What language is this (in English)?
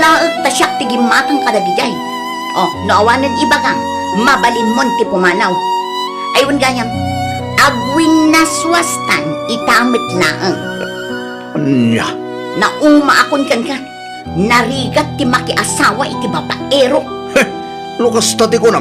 Iloko